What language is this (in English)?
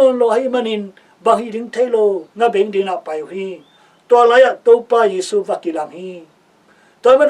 Tedim Chin